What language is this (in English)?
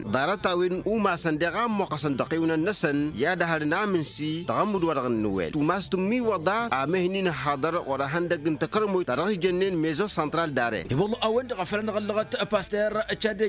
Tamasheq